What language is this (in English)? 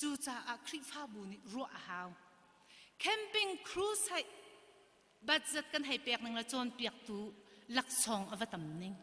Hakha Chin